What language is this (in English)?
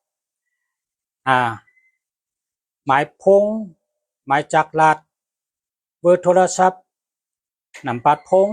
Shan